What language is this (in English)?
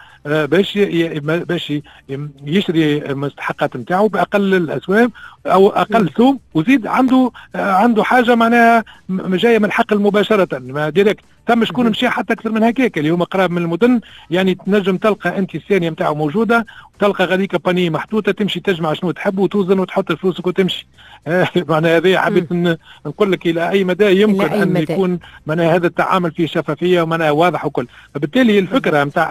Tunisian Arabic